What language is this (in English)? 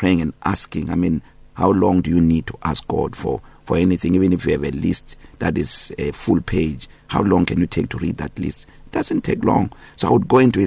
English